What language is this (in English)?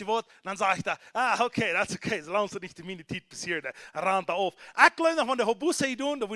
Plautdietsch